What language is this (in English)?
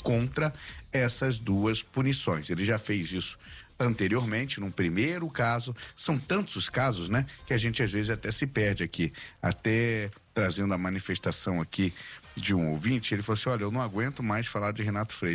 Portuguese